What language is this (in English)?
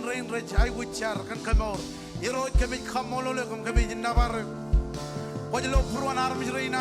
Marshallese